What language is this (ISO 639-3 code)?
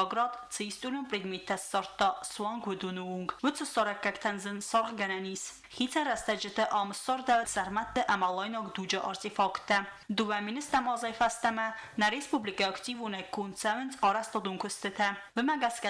oss